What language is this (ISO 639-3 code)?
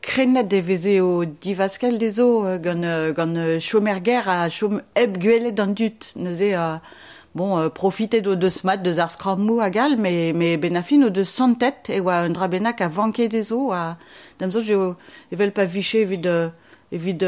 bre